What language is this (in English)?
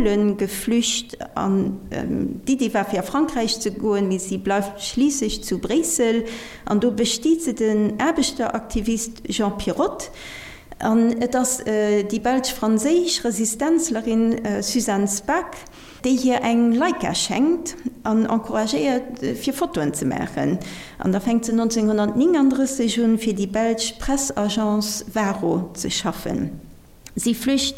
Luxembourgish